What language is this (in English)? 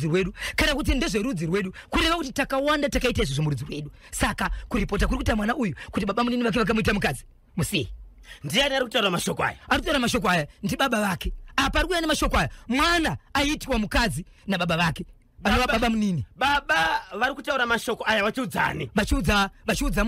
Shona